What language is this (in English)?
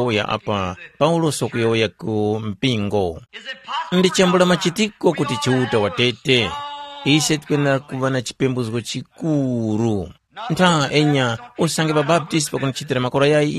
Tumbuka